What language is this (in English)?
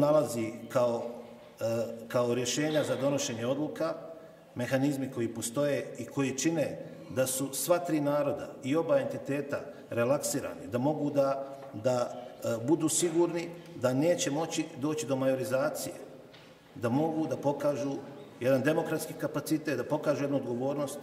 Bosnian